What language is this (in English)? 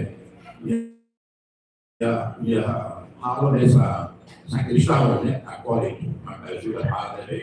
Tetum